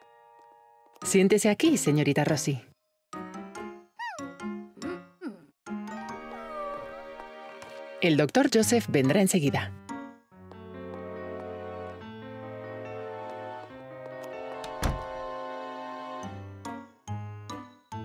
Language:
Spanish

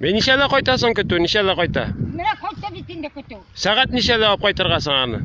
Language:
Tatar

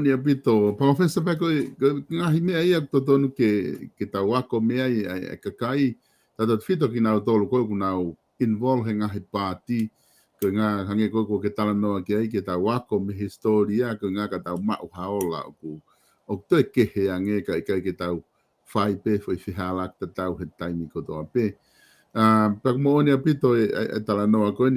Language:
Tongan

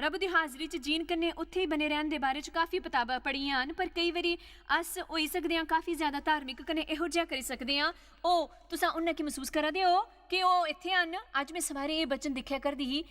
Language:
Dogri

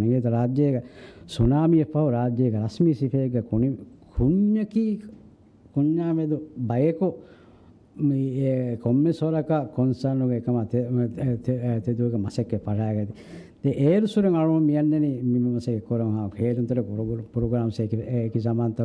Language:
Divehi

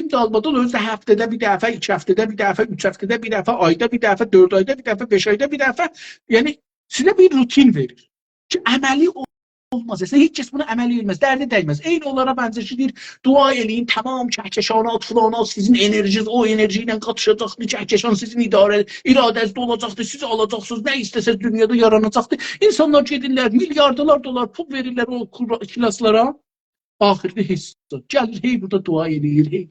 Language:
South Azerbaijani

